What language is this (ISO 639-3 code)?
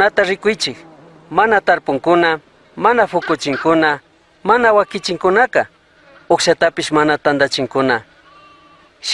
qug